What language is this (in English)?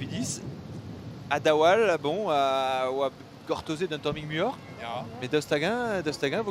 Breton